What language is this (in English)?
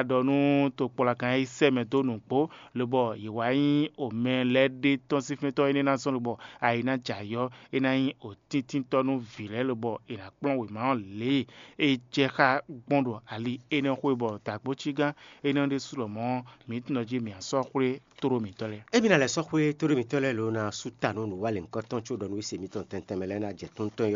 Fon